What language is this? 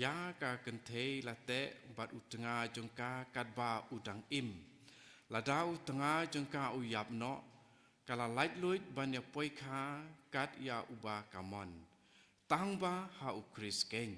Khasi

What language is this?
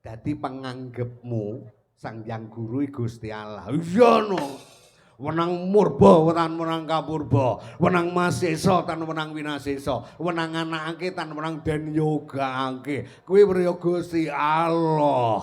Javanese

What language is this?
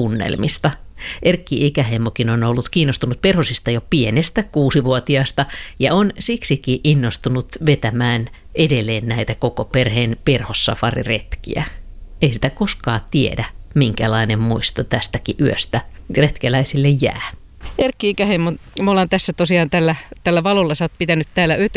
Finnish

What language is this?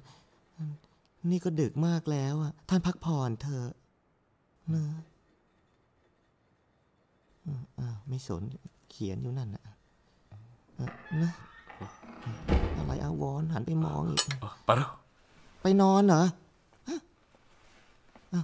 Thai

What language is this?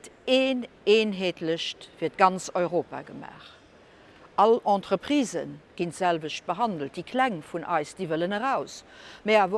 Luxembourgish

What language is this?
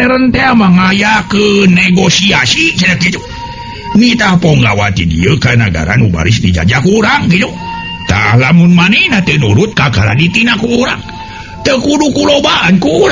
Sundanese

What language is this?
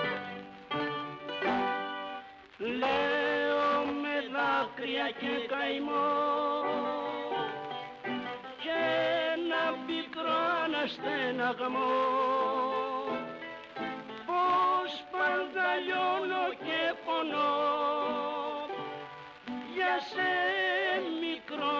Greek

